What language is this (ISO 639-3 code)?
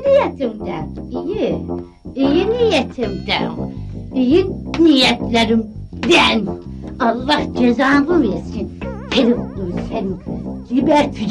tur